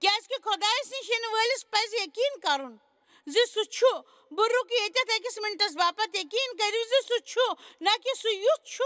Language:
Kashmiri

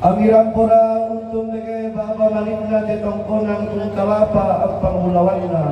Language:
Toraja-Sa'dan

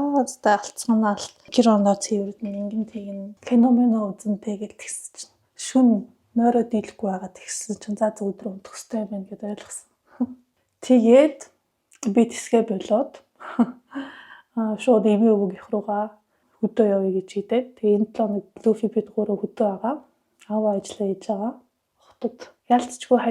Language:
Mongolian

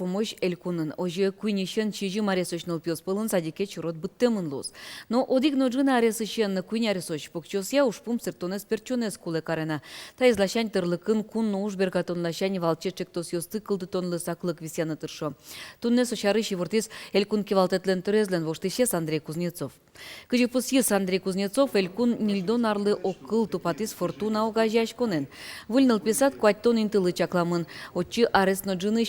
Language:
Udmurt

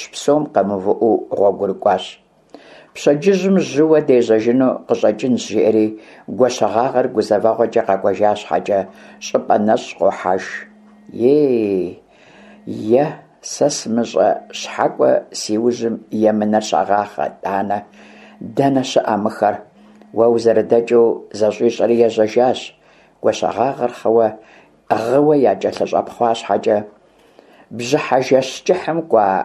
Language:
Kabardian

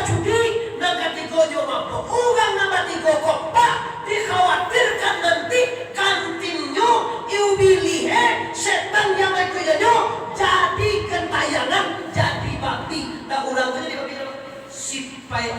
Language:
Minangkabau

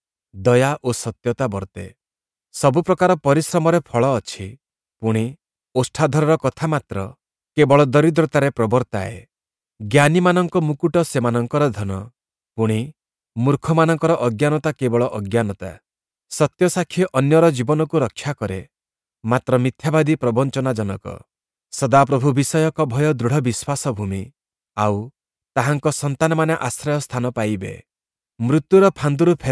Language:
Odia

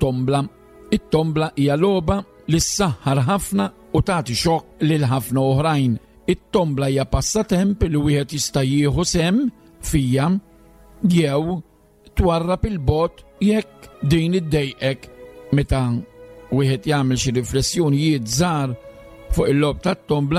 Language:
Maltese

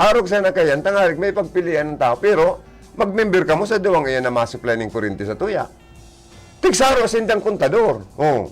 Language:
Bikol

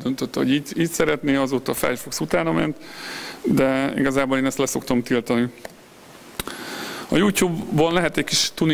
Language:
Hungarian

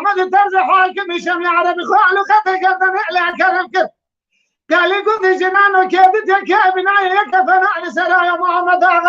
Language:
Kurdish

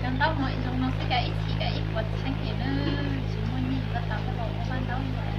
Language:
Hmong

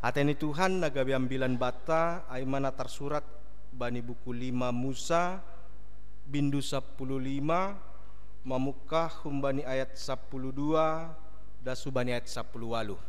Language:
Batak Simalungun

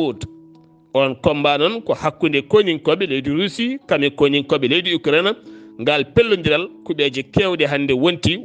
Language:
Fula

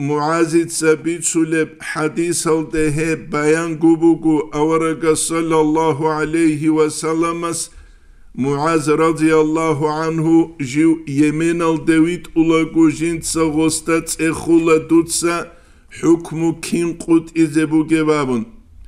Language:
Avaric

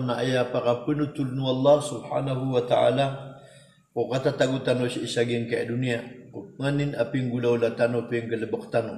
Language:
Maranao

